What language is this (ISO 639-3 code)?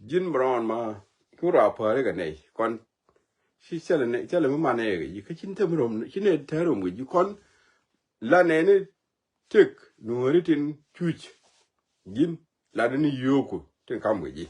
nus